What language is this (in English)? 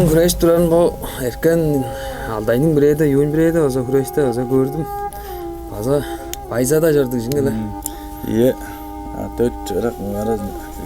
Tuvinian